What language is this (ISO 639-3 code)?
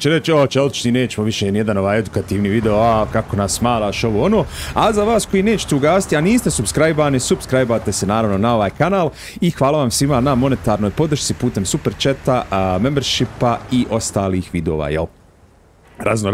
hrv